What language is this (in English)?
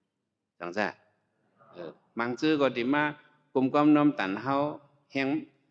Shan